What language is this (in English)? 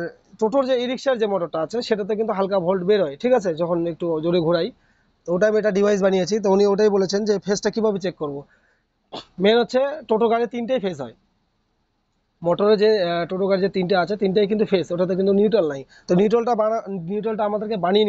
Bangla